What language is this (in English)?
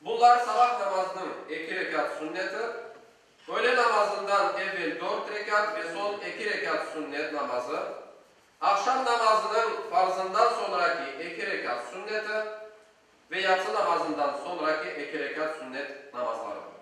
Crimean Tatar